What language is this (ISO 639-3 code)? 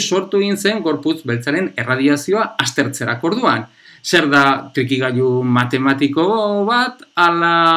eus